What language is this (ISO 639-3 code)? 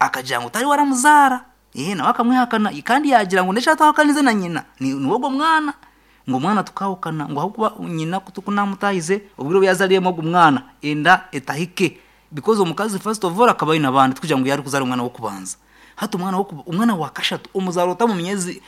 nyn